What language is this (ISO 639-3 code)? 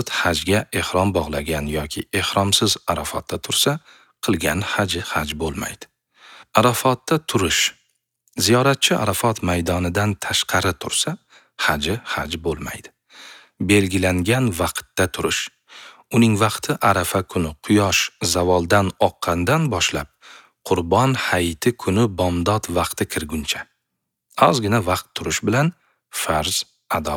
uzb